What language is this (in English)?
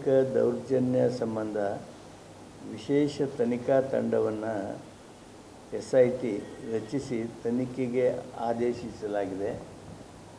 Kannada